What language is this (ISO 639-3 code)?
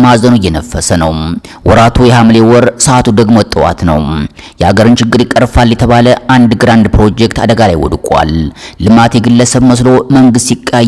amh